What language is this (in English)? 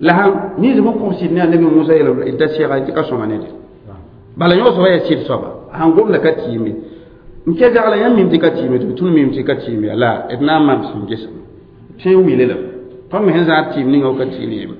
Mossi